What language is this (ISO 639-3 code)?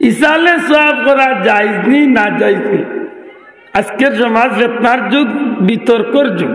syl